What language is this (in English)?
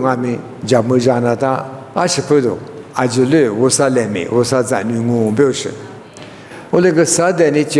Lisu